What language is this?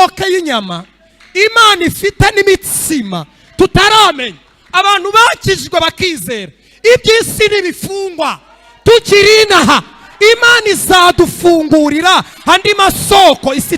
Kinyarwanda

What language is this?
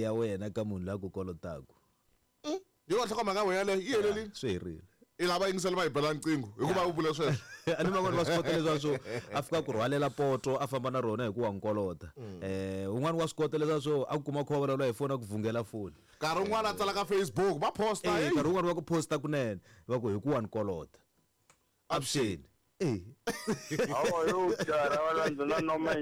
Tsonga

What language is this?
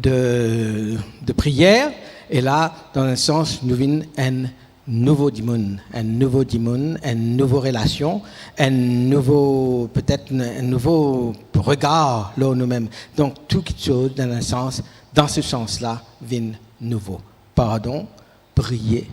Morisyen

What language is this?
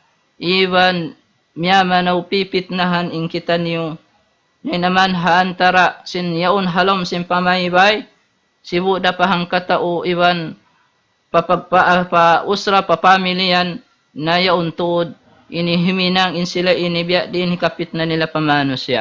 Tausug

